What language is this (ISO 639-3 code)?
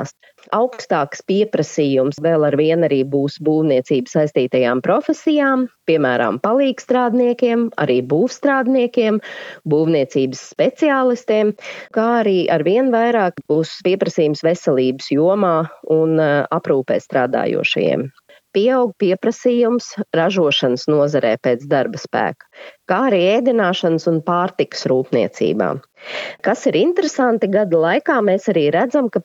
lav